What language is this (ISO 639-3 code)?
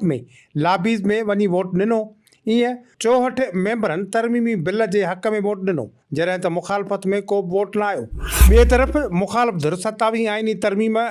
snd